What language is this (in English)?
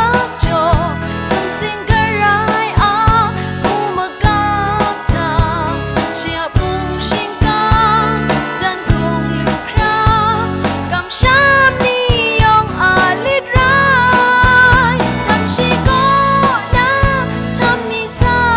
Kachin